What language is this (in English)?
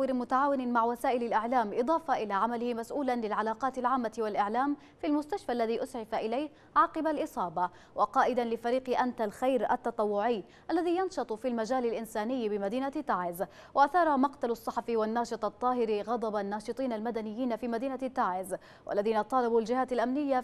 Arabic